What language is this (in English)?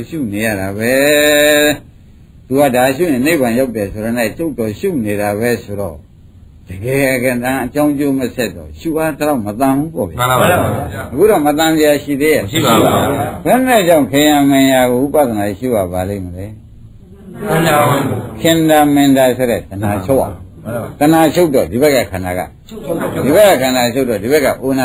Burmese